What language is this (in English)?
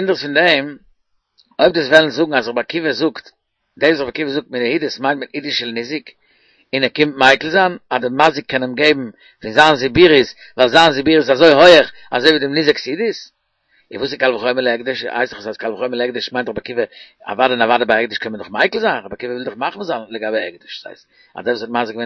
Yiddish